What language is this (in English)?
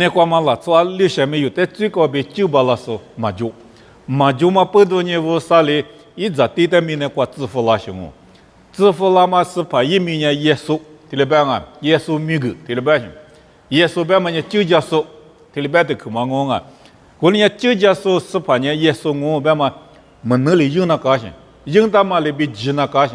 Lisu